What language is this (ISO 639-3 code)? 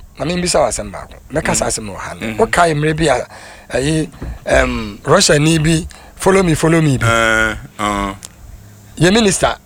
aka